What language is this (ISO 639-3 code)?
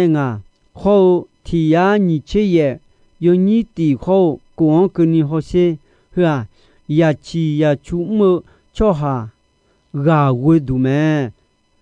ahk